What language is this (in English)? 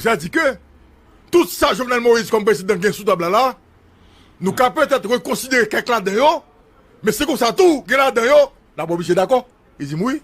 Haitian Creole